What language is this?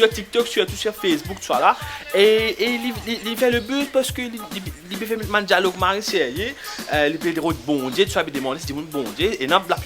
Morisyen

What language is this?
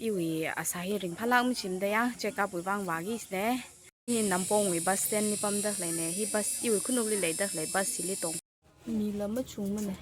Tangkhul Naga (India)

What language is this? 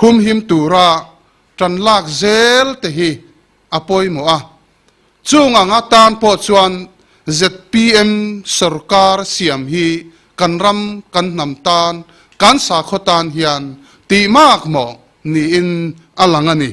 Mizo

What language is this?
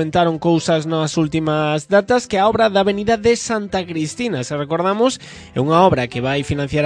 Galician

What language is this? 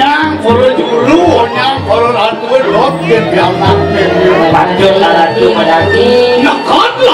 Balinese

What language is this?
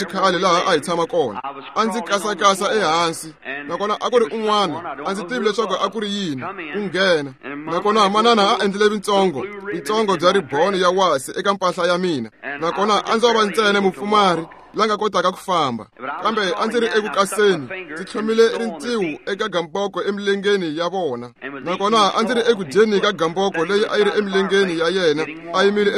Tsonga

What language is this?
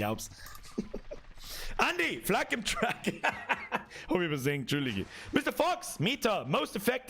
Bavarian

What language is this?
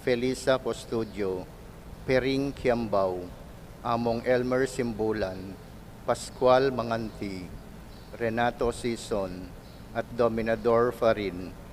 Pampanga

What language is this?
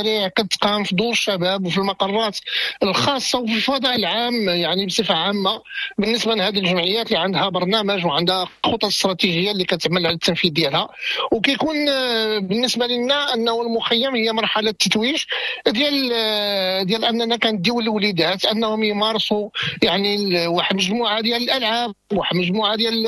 Moroccan Arabic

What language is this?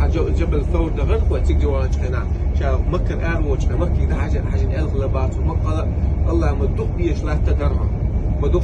Chechen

